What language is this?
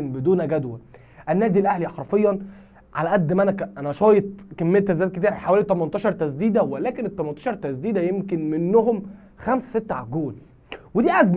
Egyptian Arabic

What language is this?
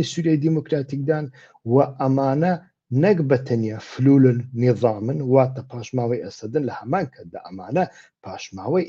Central Kurdish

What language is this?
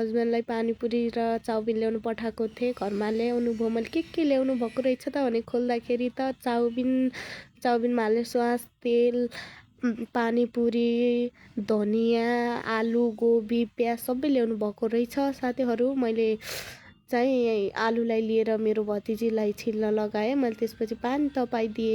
Nepali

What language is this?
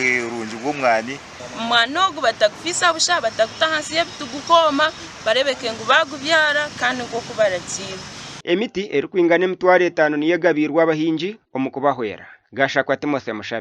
Nyankole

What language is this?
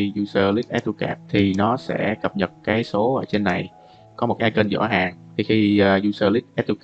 Vietnamese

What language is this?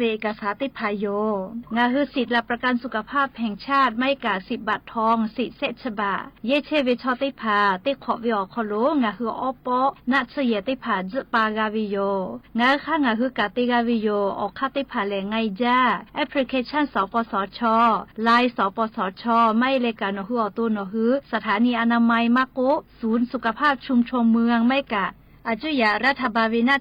Lahu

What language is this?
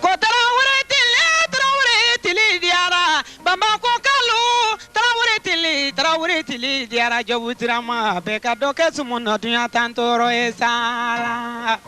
Bambara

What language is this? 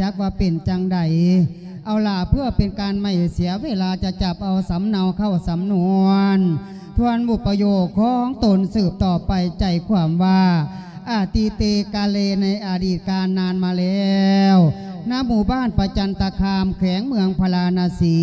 Lao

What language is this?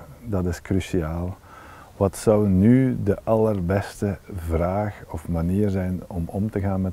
Dutch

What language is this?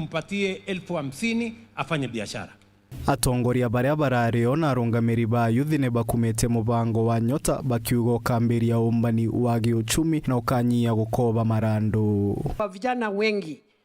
Meru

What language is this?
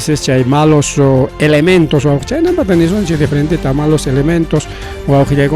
Ayacucho Quechua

